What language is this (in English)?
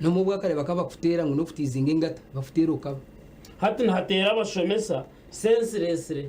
Nyankole